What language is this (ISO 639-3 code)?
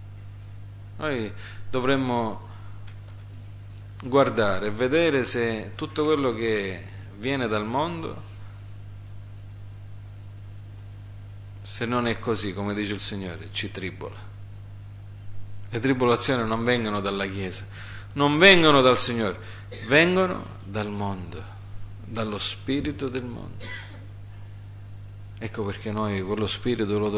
ita